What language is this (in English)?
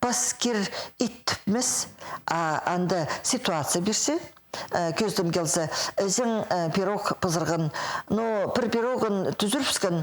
Khakas